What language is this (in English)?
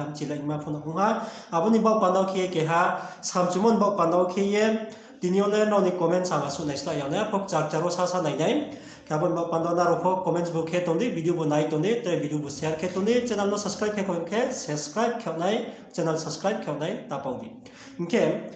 Riang (India)